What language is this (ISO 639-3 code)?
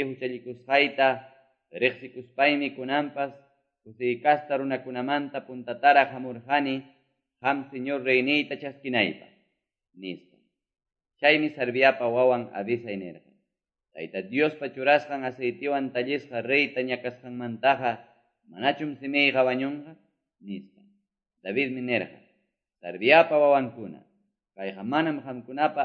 que